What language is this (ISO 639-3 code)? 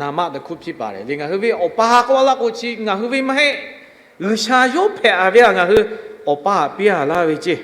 lhu